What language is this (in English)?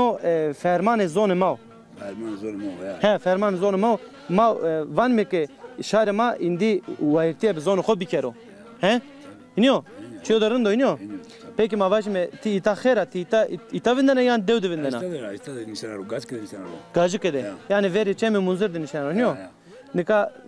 Zaza